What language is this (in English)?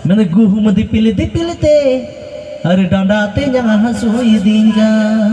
Santali